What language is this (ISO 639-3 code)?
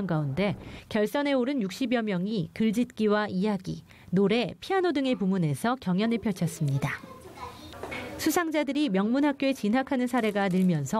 kor